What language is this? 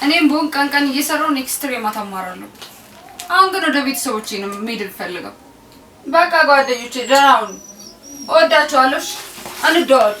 Amharic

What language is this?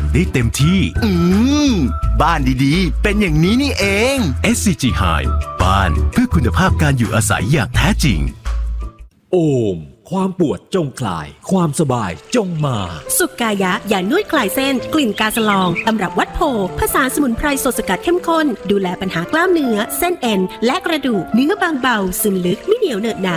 Thai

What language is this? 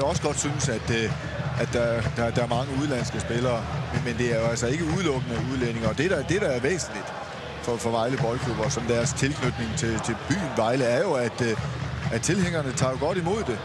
Danish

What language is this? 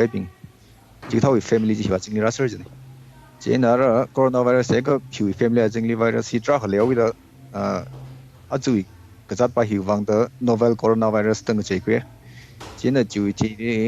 Tangkhul Naga (India)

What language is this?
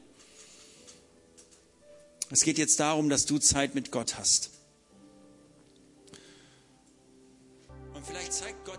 German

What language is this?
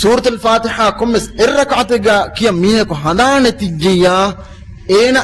Divehi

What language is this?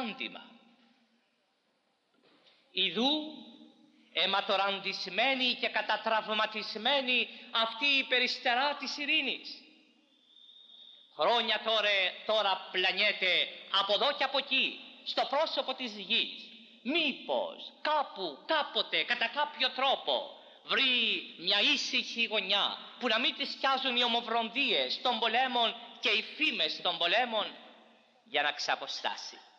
Greek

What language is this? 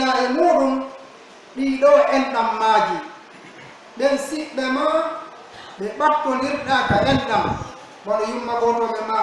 Pular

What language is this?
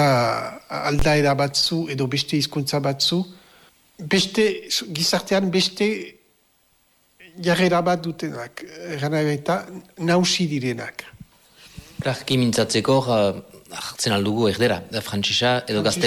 Basque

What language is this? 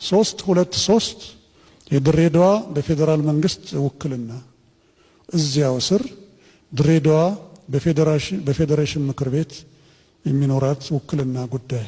Amharic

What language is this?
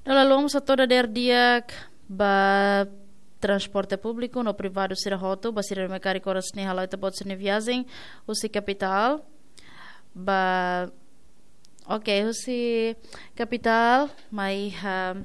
Tetum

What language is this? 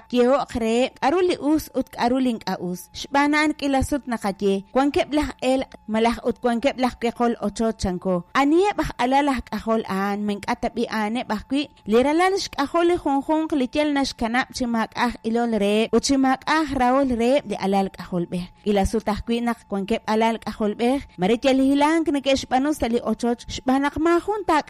Kekchí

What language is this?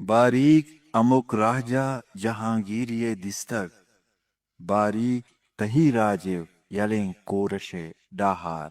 Eastern Balochi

